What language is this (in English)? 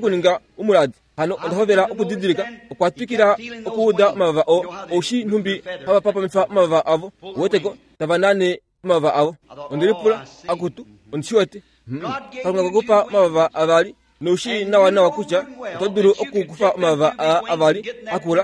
Kuanyama